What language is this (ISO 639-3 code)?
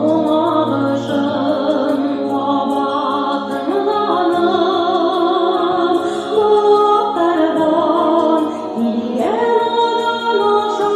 bak